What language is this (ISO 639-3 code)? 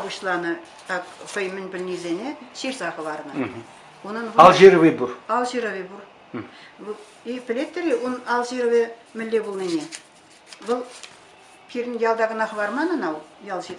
chv